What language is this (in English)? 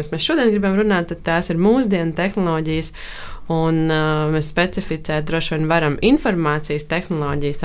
Latvian